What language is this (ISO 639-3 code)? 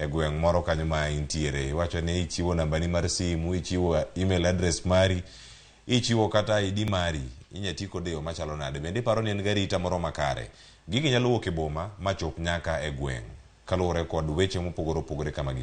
luo